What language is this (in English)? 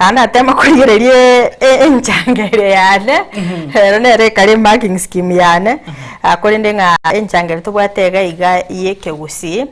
Gusii